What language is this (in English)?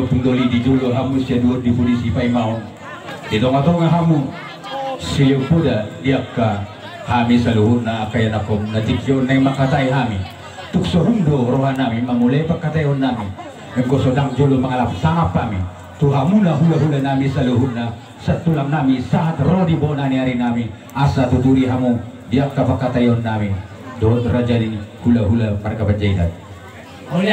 Batak Toba